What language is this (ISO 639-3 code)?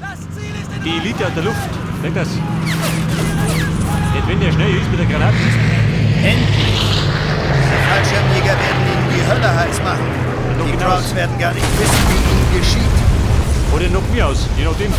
bar